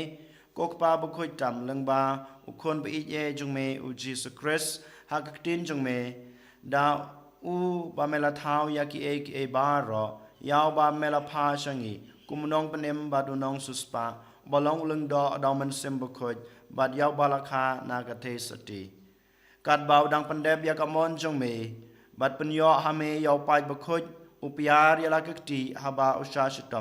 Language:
Khasi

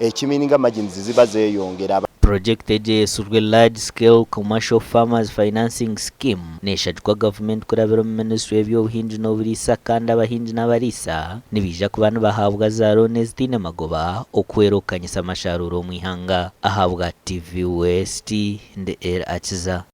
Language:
Nyankole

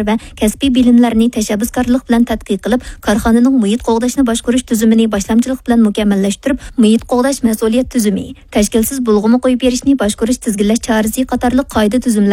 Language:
Uyghur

